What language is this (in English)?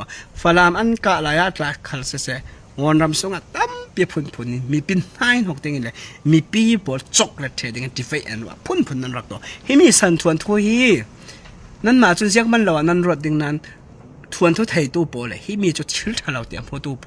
Falam Chin